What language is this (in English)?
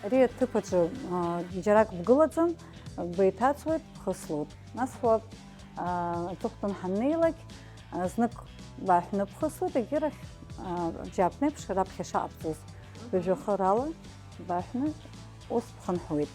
Abkhazian